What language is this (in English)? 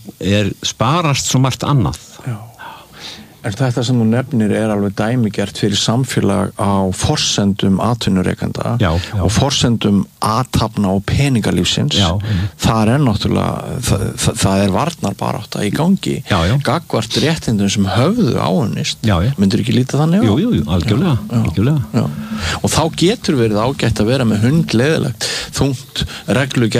Icelandic